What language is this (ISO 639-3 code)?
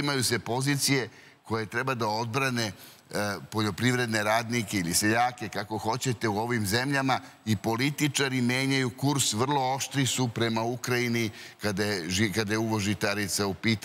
srp